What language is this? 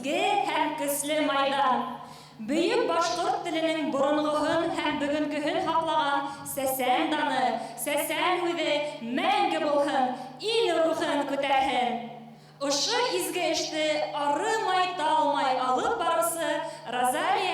Bashkir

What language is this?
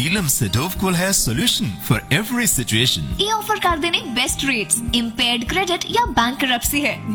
Punjabi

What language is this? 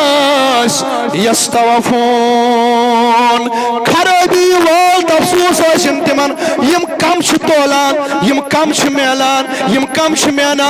Kashmiri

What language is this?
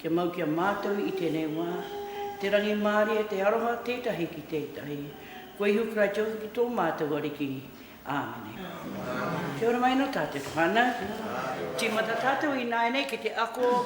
Māori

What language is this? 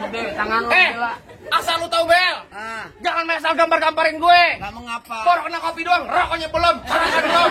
Betawi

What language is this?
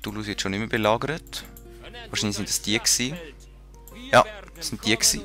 Swiss German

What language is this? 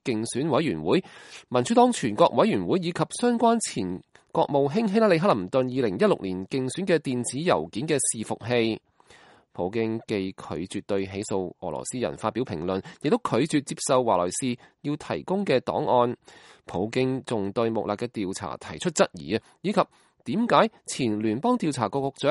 Cantonese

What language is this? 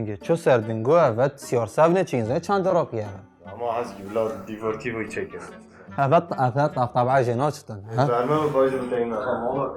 Kurdish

